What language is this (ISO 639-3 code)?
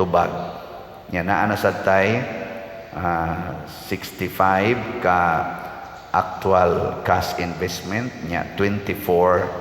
ceb